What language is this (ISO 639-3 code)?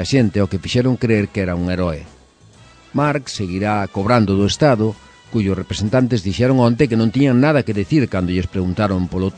glg